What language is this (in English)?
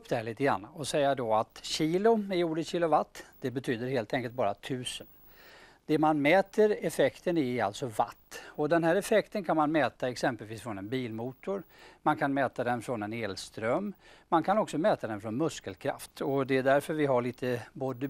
Swedish